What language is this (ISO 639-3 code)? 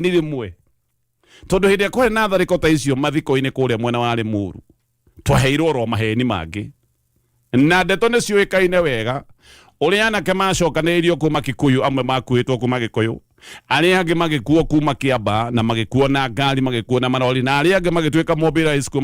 kik